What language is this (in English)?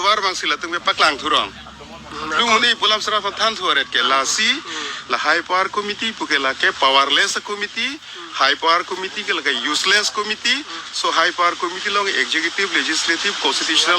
Karbi